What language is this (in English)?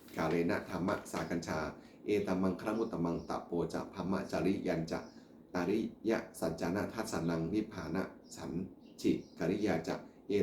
Pali